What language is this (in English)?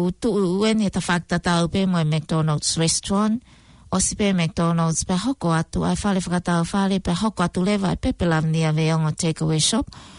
Tongan